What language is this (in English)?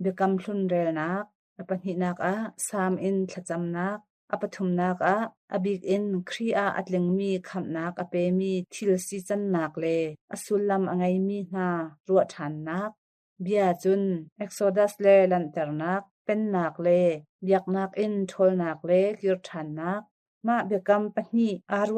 Hakha Chin